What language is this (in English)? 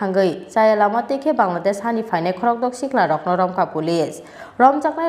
Kok Borok